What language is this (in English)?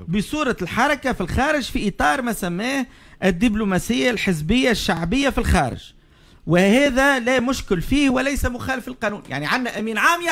Tunisian Arabic